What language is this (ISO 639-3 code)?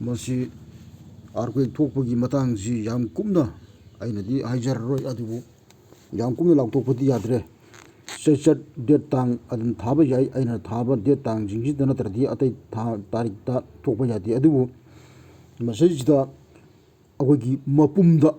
mni